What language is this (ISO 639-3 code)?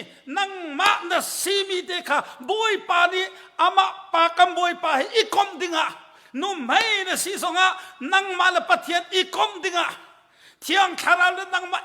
cnh